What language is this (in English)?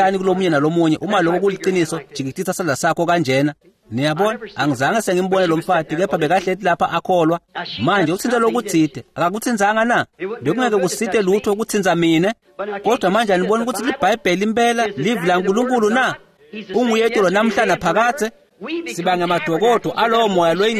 Swati